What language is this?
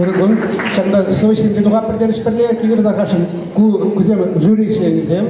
Chuvash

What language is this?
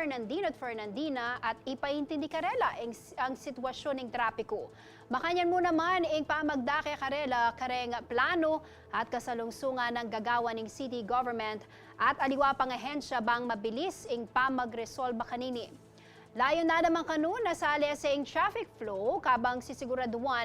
Pampanga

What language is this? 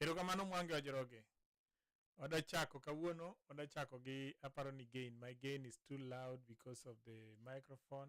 Luo (Kenya and Tanzania)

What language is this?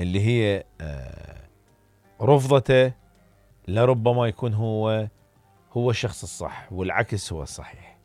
Mesopotamian Arabic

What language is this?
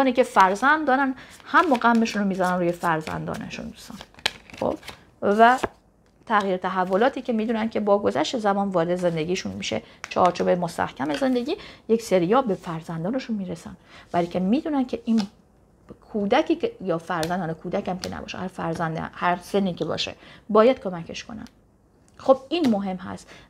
Persian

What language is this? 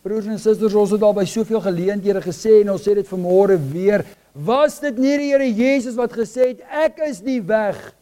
Afrikaans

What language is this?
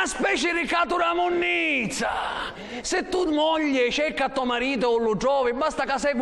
Sicilian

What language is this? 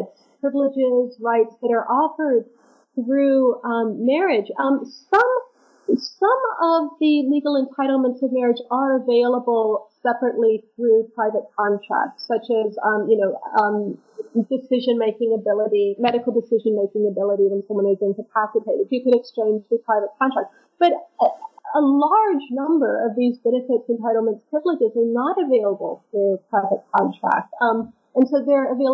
English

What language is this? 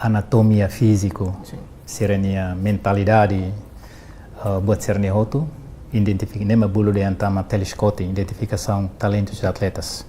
Tetum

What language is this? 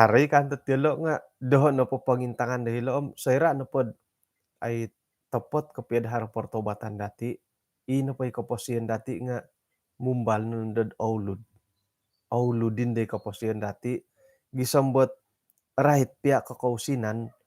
Central Dusun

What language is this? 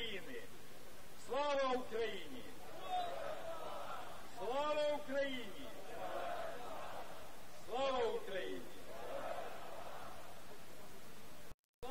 Ukrainian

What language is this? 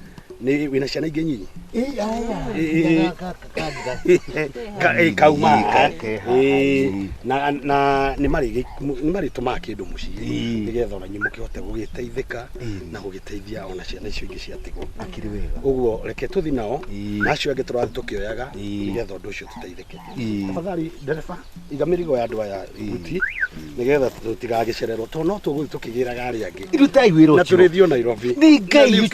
Kikuyu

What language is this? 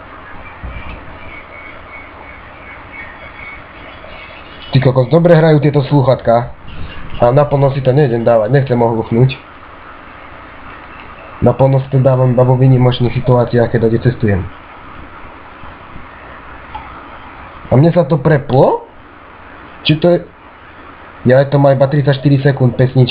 Slovak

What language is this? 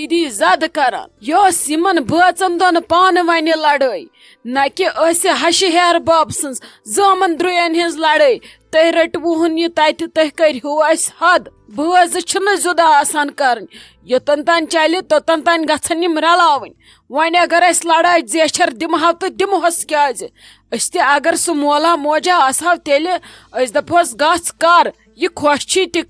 Kashmiri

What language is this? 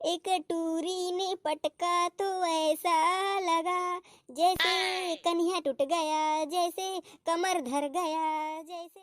Chhattisgarhi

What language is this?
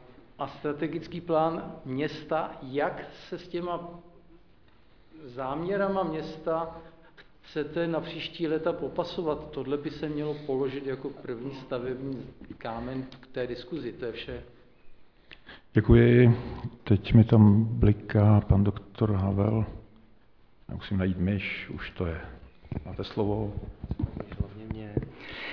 Czech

